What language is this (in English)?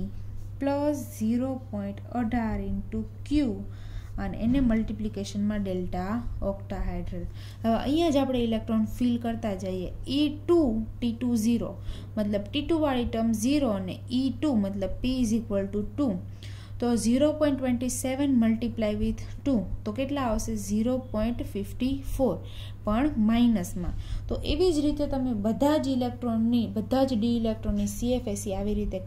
Gujarati